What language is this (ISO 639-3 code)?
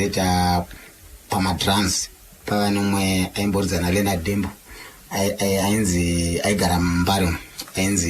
sna